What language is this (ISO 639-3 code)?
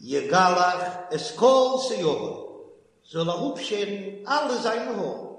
yid